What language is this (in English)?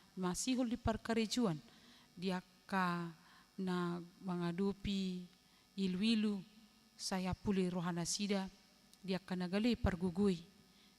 Batak Toba